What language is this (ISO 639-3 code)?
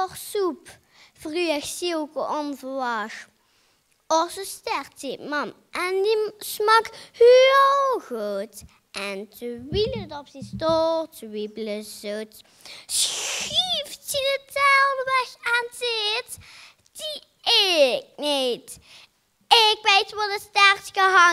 lim